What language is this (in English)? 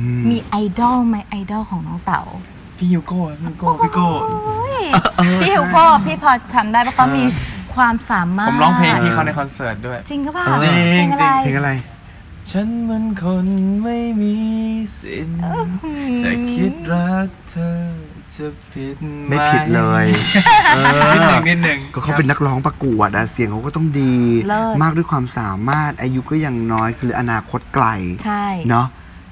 Thai